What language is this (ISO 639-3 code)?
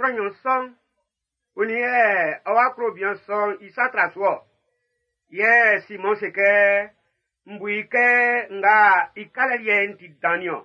bci